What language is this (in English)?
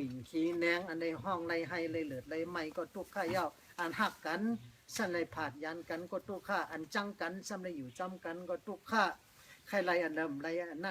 Shan